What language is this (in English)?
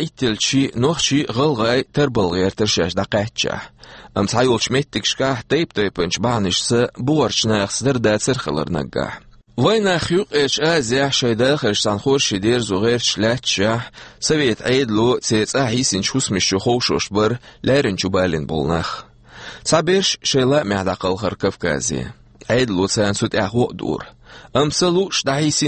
Chechen